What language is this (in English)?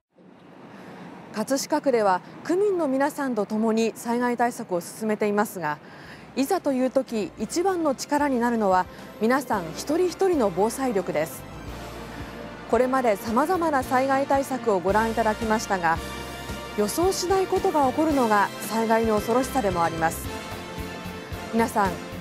Japanese